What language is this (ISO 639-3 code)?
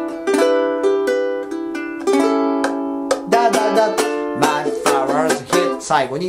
jpn